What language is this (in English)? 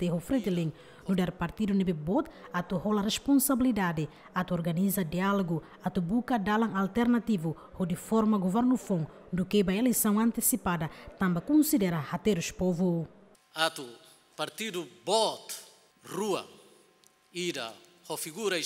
Tetum